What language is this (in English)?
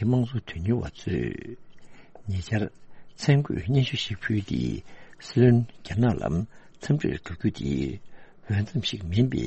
Tibetan